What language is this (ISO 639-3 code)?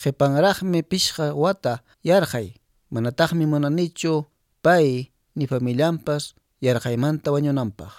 que